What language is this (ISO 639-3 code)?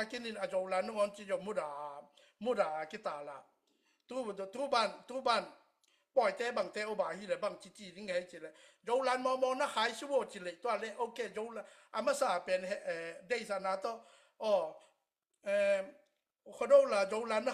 ctd